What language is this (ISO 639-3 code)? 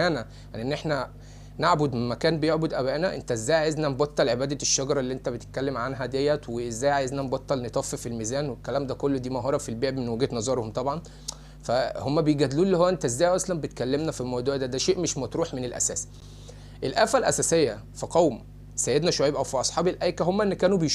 arz